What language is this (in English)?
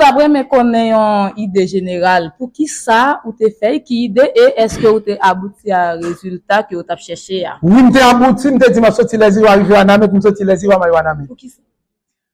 Haitian Creole